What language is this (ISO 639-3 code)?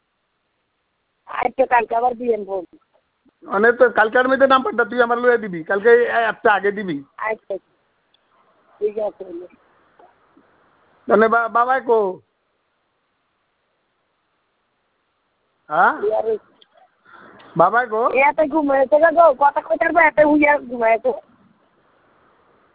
ben